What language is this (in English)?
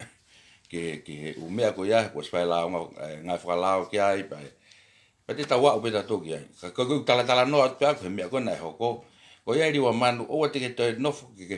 Tongan